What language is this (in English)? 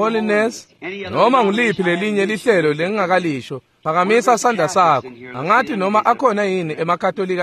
Swati